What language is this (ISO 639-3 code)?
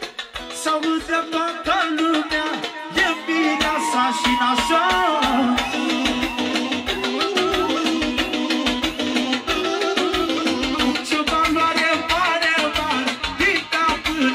ron